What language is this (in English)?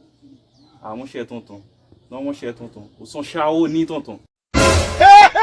Haitian Creole